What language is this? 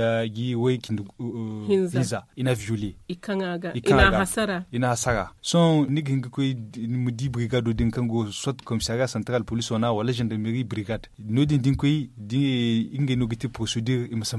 Zarma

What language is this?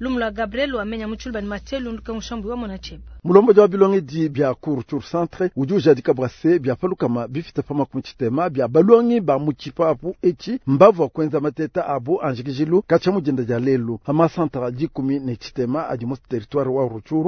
Luba-Lulua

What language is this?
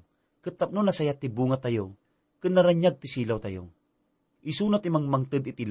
Iloko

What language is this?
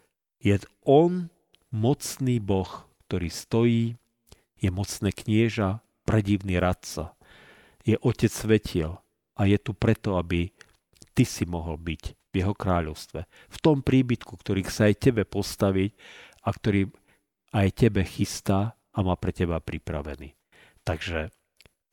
Slovak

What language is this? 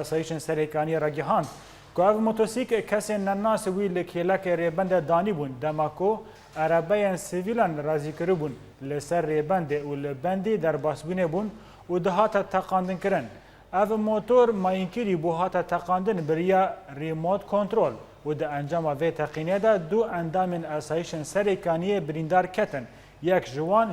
Kurdish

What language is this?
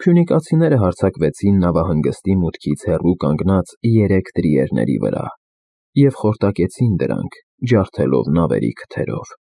Armenian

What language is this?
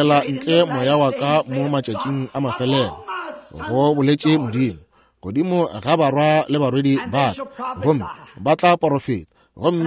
Northern Sotho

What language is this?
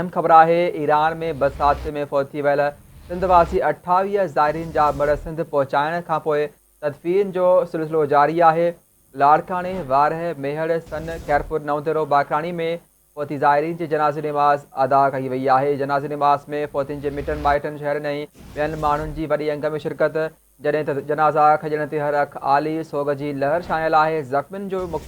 Sindhi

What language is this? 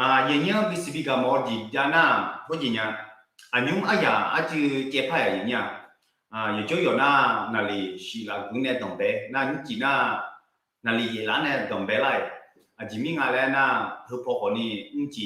Akha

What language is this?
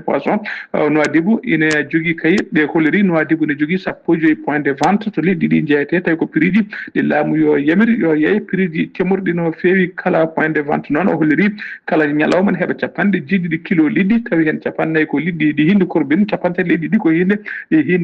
Fula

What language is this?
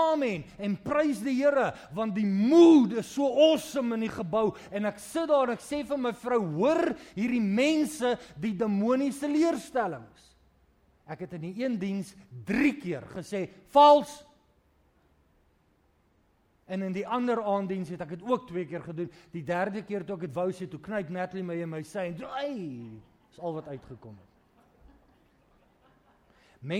Afrikaans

